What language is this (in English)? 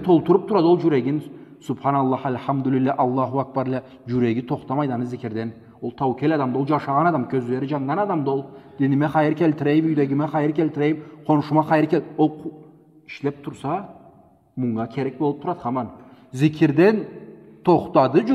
Karachay-Balkar